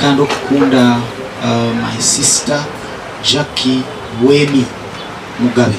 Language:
Nyankole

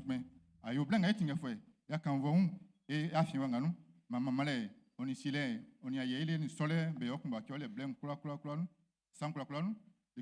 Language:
Baoulé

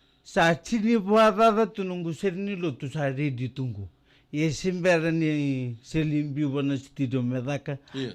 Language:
Fijian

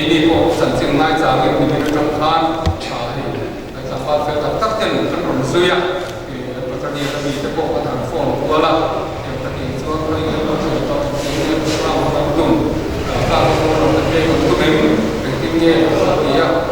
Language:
Mizo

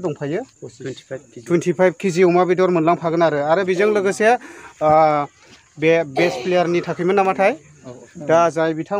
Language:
Bodo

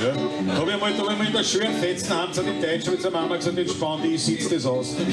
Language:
Bavarian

